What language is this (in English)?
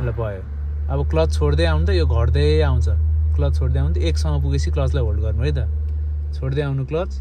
Nepali